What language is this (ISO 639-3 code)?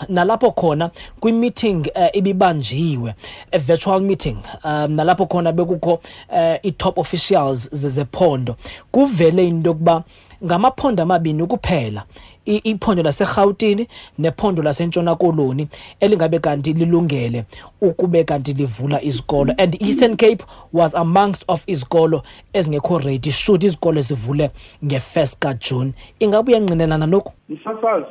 xho